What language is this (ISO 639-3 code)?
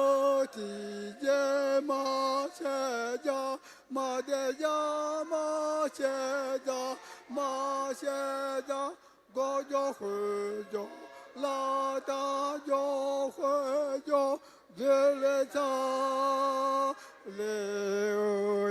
ahk